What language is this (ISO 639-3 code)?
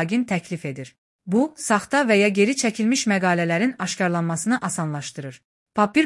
aze